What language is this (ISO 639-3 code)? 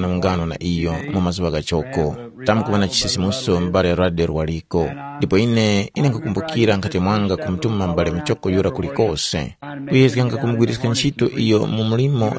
tum